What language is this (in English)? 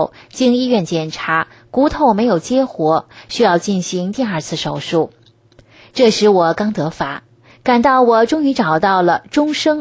Chinese